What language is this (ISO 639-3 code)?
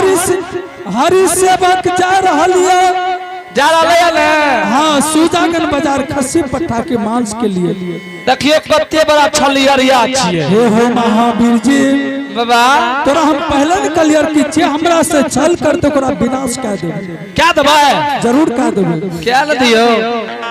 anp